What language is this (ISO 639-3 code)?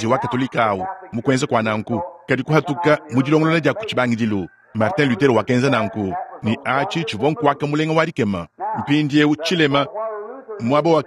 lua